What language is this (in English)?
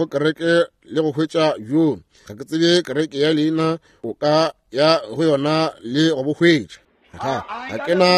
Northern Sotho